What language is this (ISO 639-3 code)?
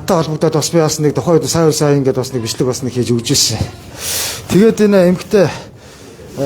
mon